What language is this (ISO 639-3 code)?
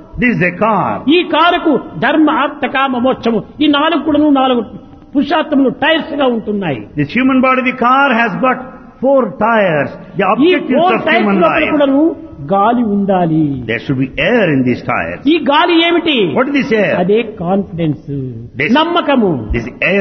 tel